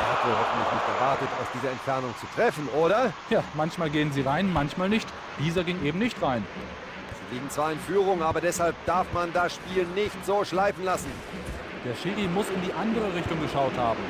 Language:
Bavarian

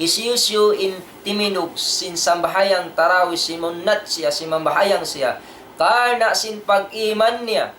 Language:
Tausug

